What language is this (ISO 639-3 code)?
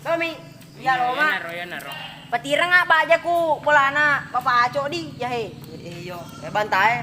bug